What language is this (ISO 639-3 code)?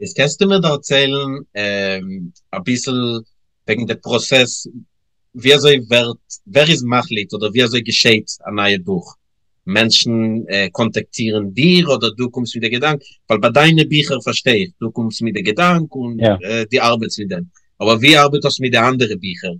yid